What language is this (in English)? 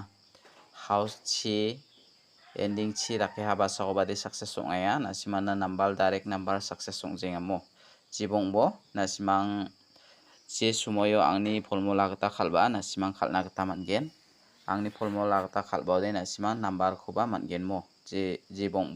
Garo